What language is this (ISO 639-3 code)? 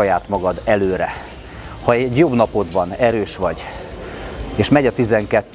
hun